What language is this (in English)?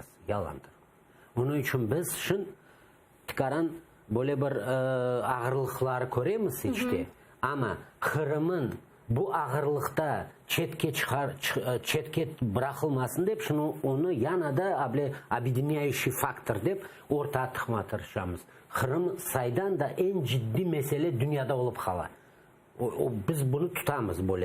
Crimean Tatar